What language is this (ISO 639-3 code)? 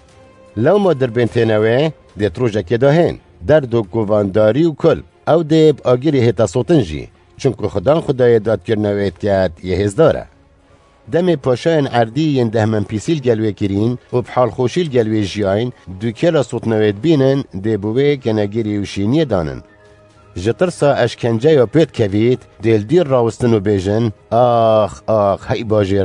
kur